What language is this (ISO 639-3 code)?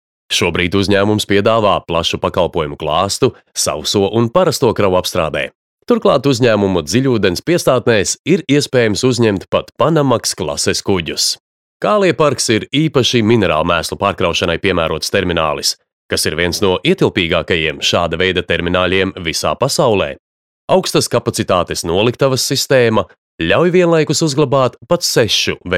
lav